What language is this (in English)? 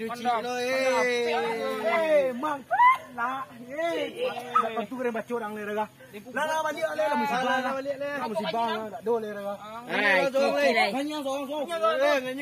Minangkabau